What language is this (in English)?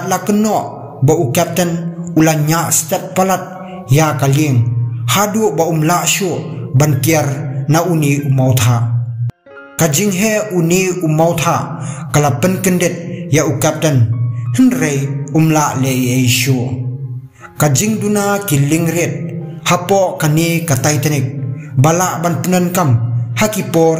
Khasi